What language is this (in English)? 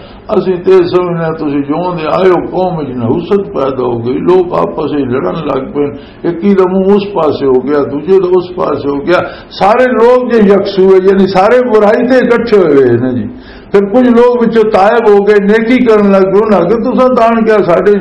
Western Panjabi